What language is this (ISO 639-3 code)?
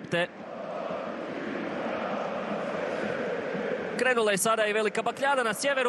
hrv